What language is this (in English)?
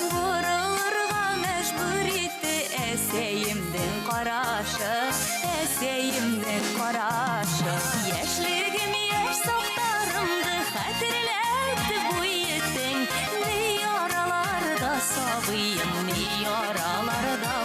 Bashkir